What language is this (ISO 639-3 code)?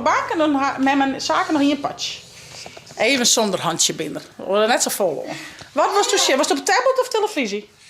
fry